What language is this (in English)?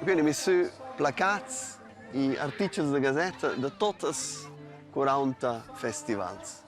Romansh